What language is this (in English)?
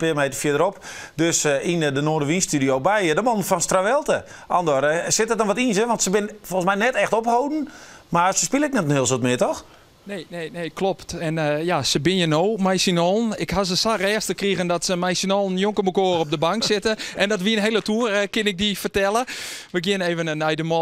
Western Frisian